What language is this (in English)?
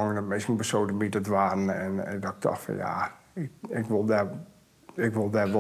Western Frisian